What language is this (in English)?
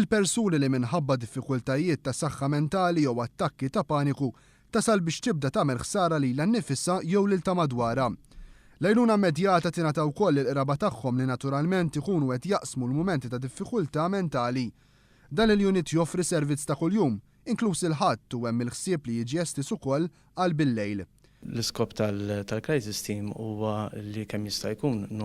Maltese